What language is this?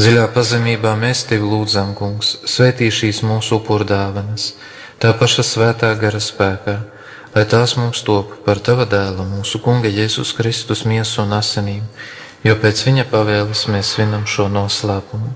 Latvian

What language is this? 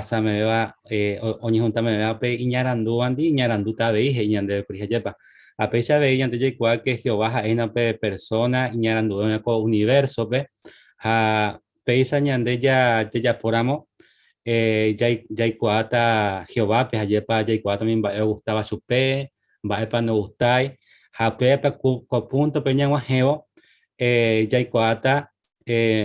Guarani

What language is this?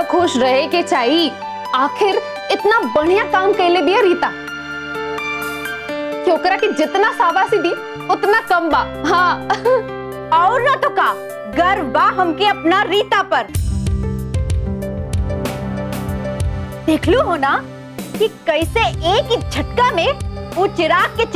Bhojpuri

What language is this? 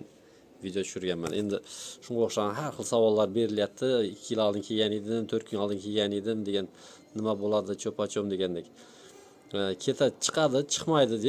Uzbek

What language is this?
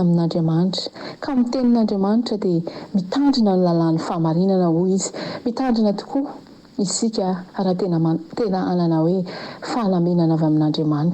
Malagasy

